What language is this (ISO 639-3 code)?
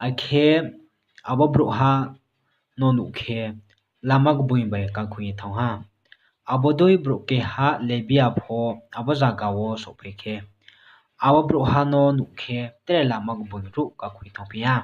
ria